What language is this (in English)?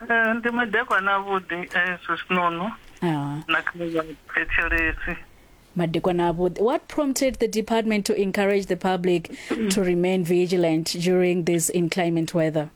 Venda